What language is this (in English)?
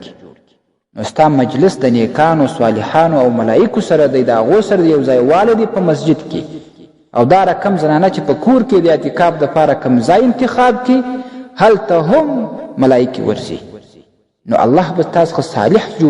Pashto